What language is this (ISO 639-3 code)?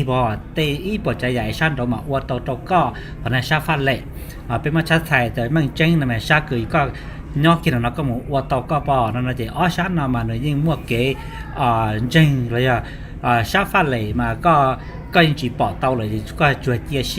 hmn